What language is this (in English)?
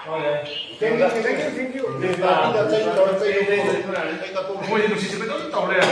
Manipuri